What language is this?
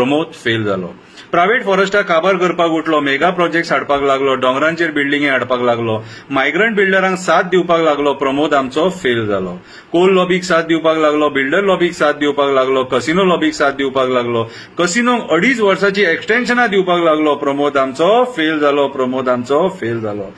Konkani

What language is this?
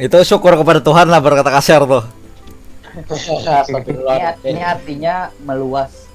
Banjar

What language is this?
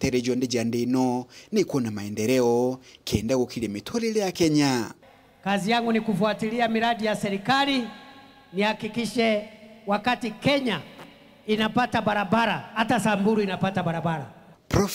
Meru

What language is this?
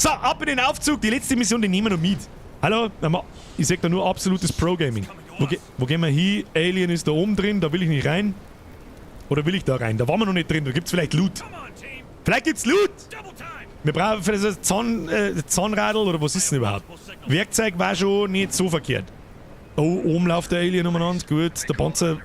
Bavarian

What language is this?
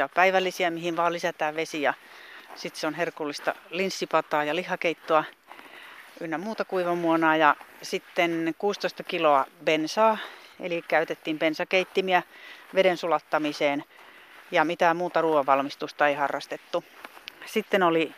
Finnish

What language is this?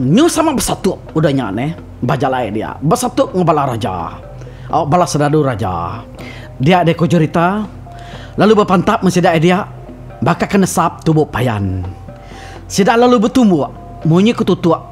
Iban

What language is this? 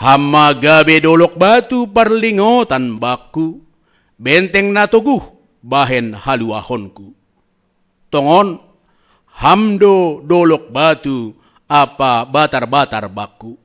Batak Simalungun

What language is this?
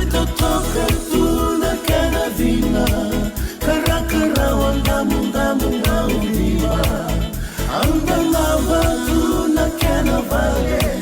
Fijian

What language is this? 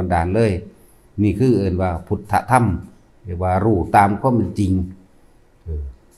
Lao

